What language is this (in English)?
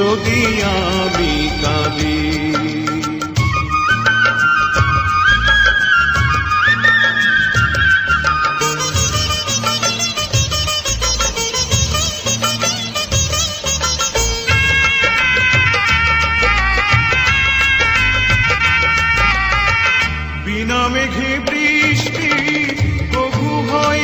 Bangla